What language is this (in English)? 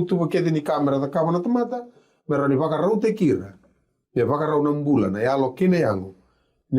Fijian